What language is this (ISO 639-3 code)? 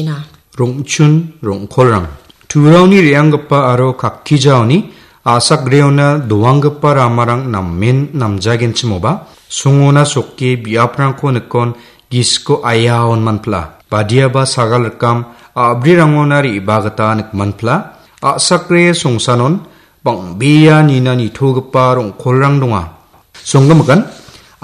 grt